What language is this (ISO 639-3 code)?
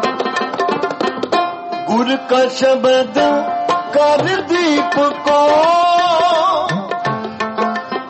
hin